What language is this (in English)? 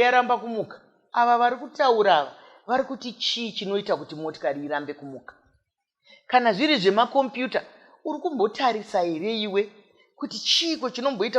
Shona